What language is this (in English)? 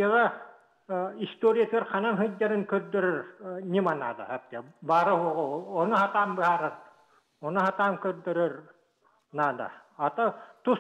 Yakut